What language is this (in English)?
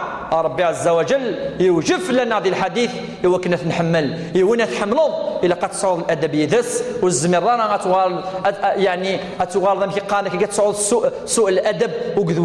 Kabyle